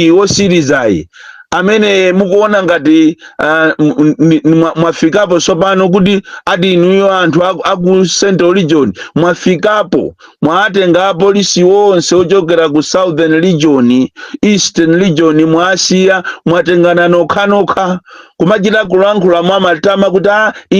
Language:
Nyanja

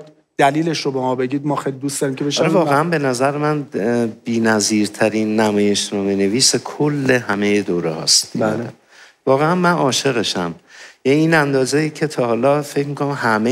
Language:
Persian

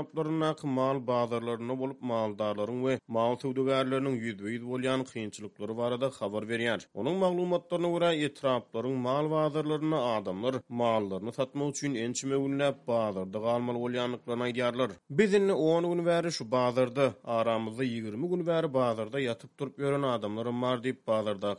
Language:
Turkmen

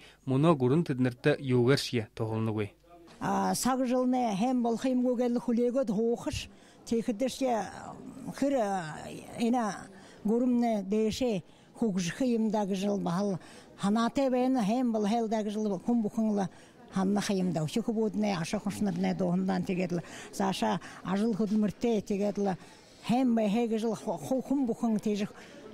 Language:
Buriat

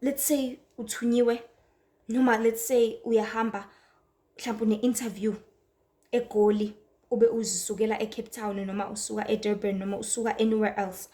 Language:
Zulu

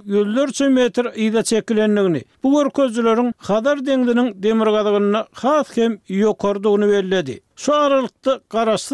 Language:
Turkmen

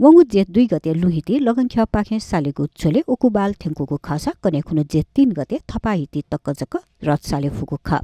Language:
Newari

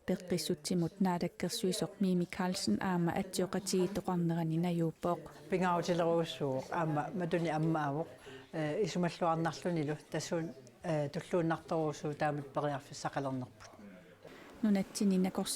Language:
Kalaallisut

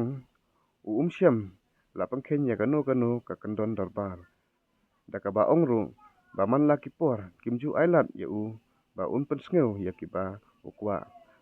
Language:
Khasi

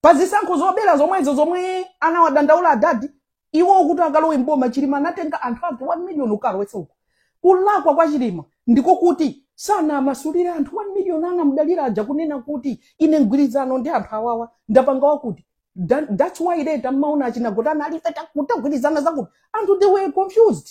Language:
Nyanja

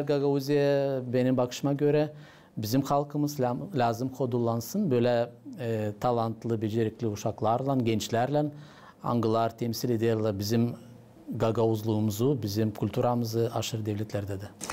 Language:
Gagauz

